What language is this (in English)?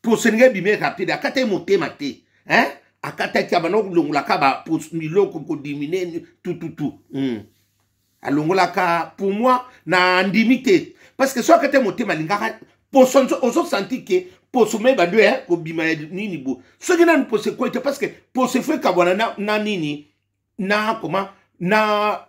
Lingala